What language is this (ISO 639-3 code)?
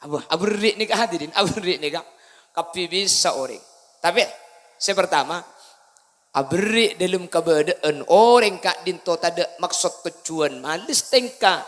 mad